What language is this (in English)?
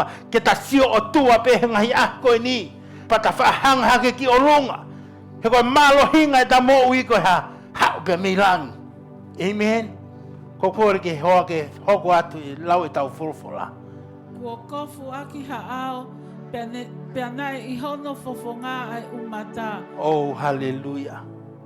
Tongan